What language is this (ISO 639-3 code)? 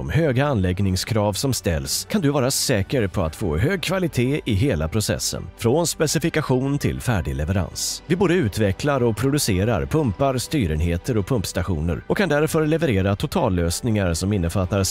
swe